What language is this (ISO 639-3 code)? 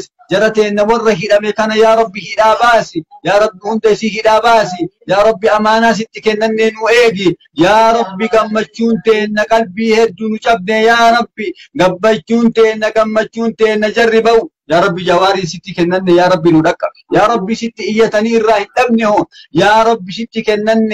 orm